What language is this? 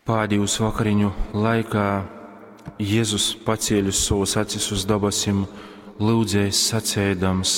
Latgalian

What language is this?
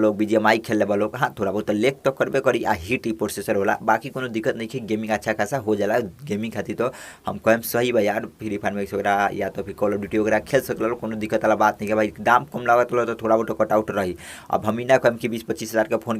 Bhojpuri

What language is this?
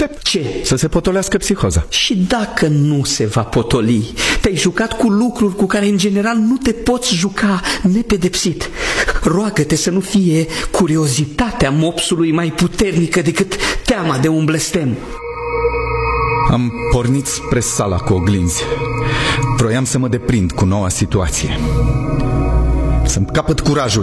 Romanian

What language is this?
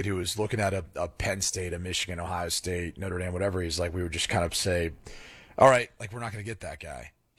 English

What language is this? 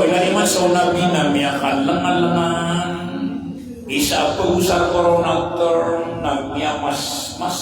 Maranao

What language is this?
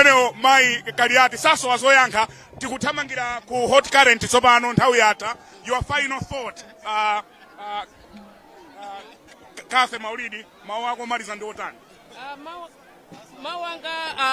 Nyanja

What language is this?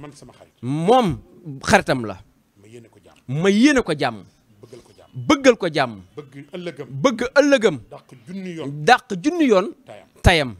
Wolof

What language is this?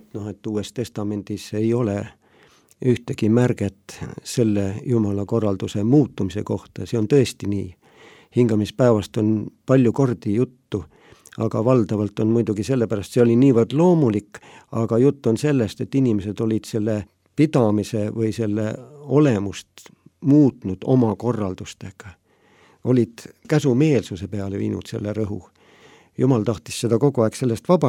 Estonian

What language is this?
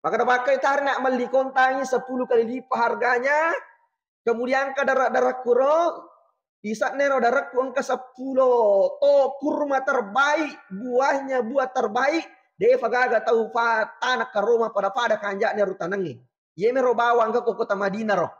Buginese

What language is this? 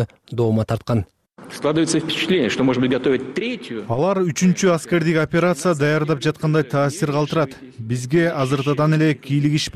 Kyrgyz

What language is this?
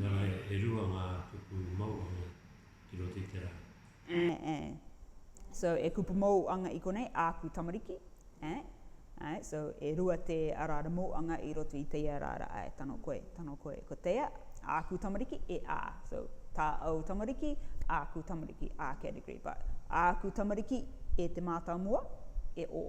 Rarotongan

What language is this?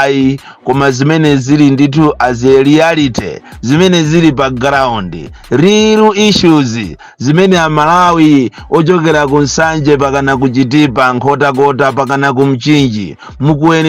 Nyanja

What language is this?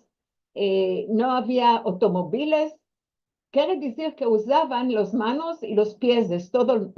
Ladino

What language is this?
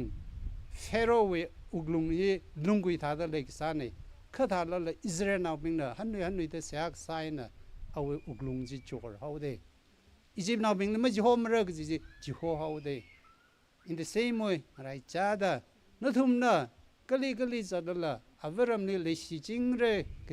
Tangkhul Naga (India)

